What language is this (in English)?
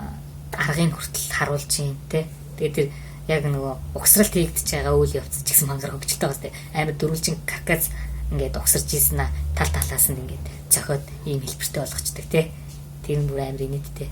Mongolian